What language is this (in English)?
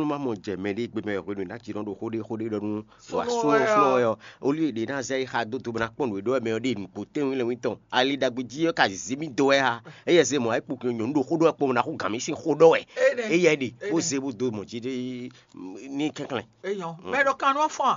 Fon